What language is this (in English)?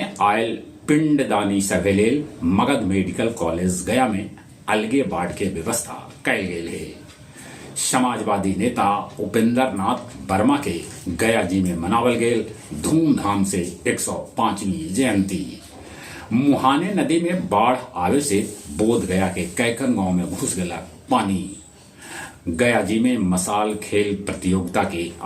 Magahi